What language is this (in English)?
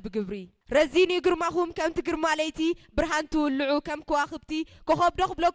Tigrinya